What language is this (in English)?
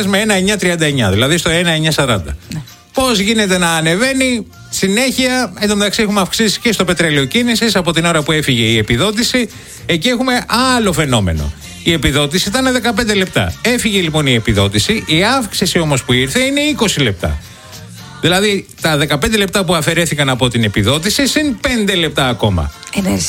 Greek